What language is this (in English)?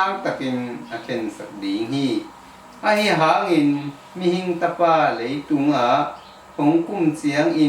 Tedim Chin